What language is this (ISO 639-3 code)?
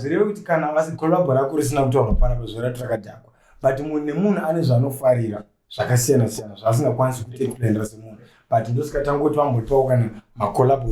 sna